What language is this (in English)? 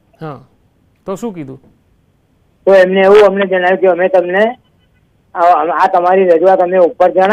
Gujarati